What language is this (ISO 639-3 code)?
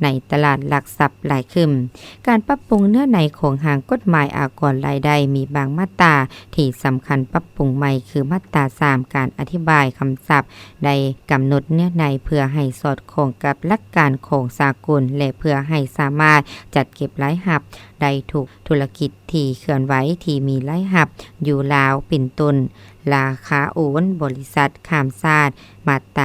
lao